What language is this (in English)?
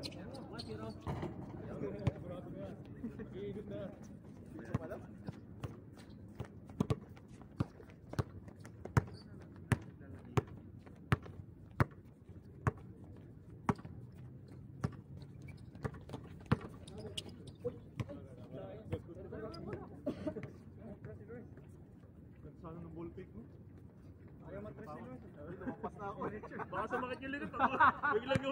Filipino